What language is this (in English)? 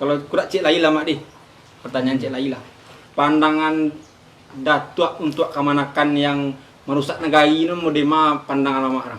Minangkabau